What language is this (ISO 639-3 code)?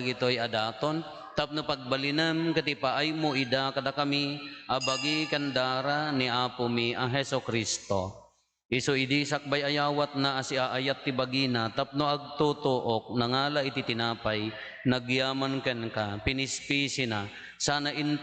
ilo